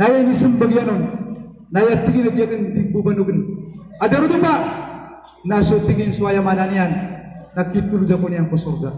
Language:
Maranao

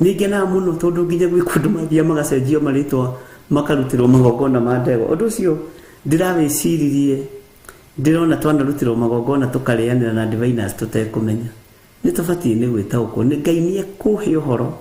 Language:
Kikuyu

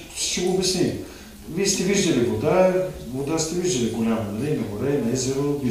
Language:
Bulgarian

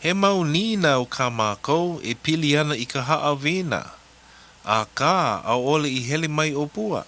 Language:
Hawaiian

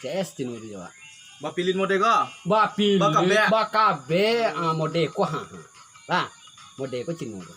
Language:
Minangkabau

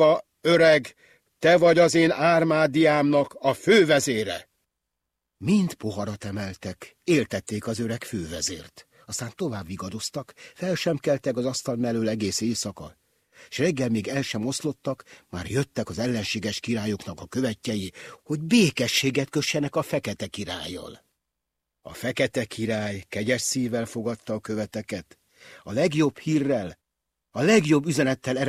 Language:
Hungarian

